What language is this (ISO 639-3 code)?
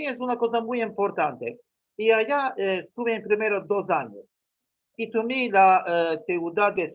lad